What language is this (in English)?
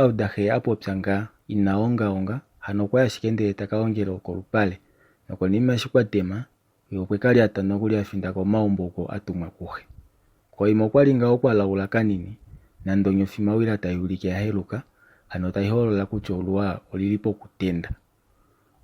Kuanyama